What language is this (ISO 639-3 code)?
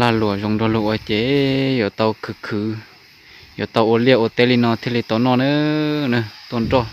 hmn